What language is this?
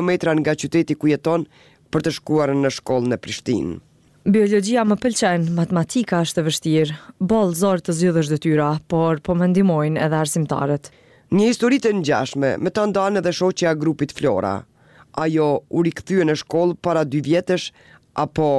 Albanian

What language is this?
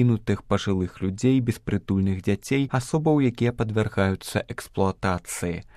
Belarusian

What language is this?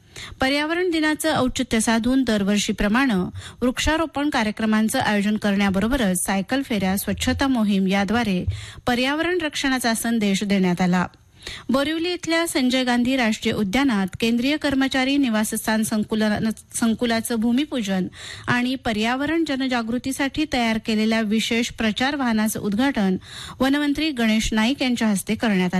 Marathi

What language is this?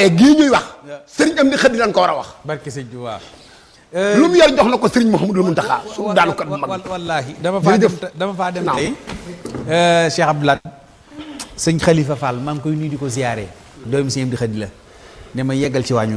Wolof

